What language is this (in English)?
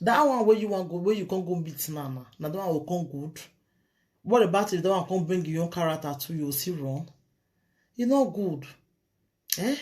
Nigerian Pidgin